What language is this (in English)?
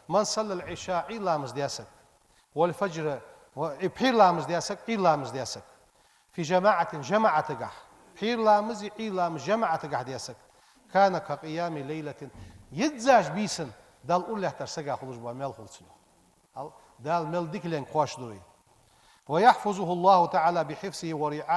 Ingush